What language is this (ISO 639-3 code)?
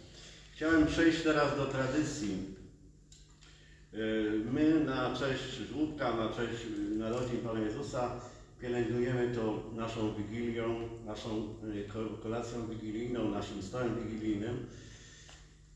pol